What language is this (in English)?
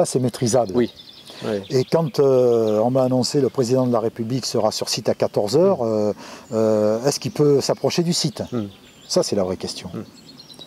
French